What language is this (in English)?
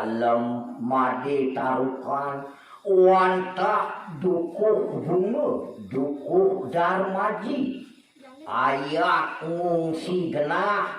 Balinese